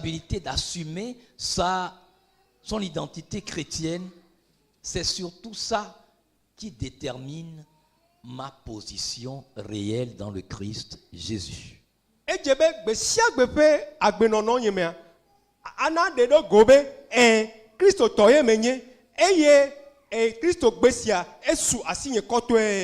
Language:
Ewe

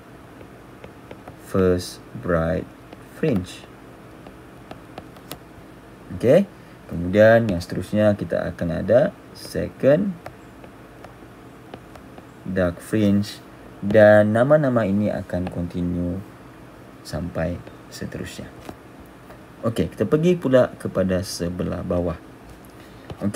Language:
Malay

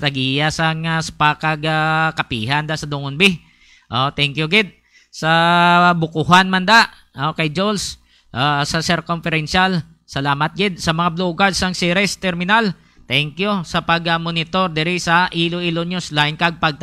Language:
Hiligaynon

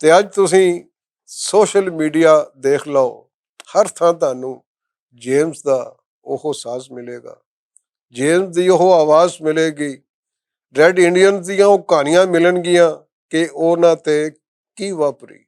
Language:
Western Panjabi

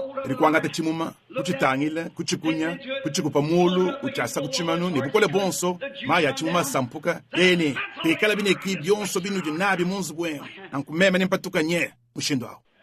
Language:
Luba-Lulua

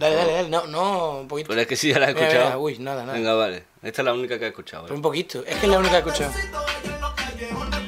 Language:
Spanish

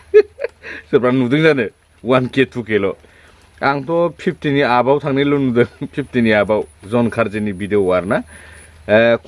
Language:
Bodo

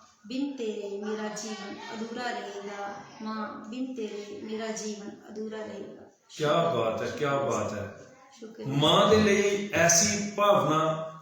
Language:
Dogri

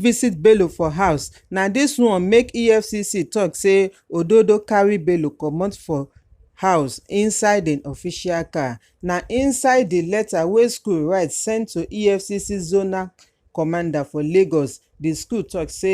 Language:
Nigerian Pidgin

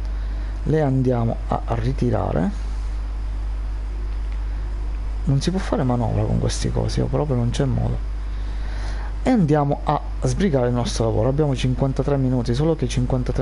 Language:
Italian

